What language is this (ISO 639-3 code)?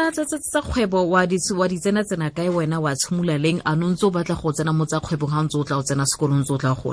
tsn